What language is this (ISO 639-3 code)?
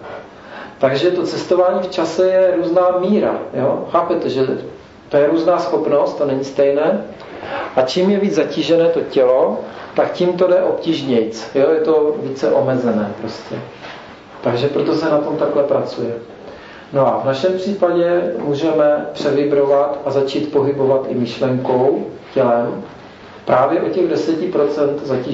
ces